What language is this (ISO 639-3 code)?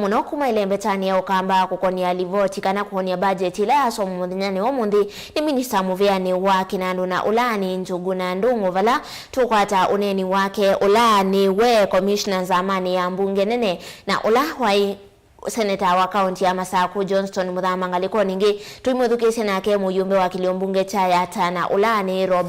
kam